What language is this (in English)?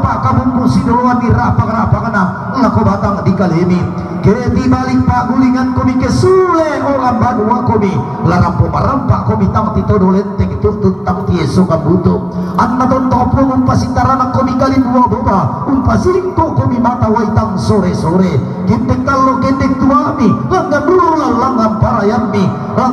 Toraja-Sa'dan